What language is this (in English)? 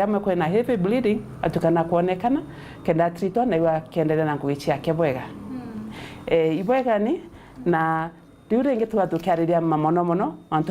Meru